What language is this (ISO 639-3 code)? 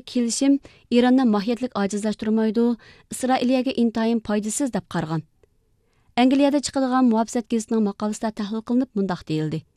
uig